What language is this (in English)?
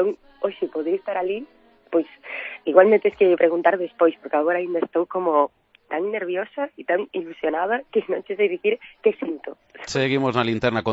Galician